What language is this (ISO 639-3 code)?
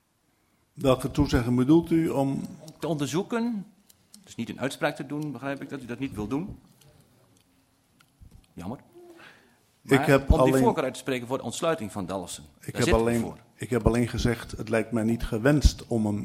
nld